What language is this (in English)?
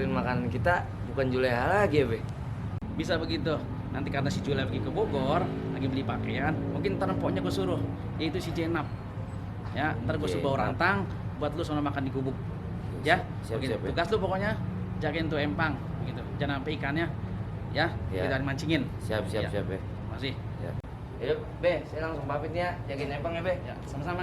Betawi